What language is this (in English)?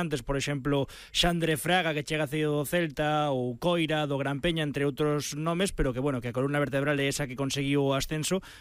Galician